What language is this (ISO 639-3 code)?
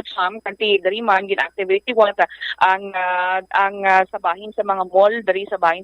hil